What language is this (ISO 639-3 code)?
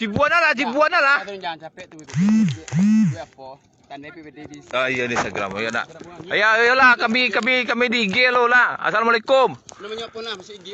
min